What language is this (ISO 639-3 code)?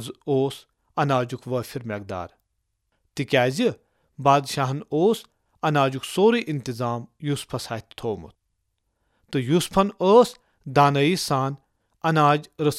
kas